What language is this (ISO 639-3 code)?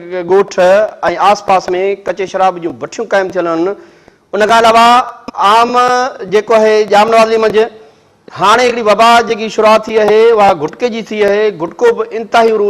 snd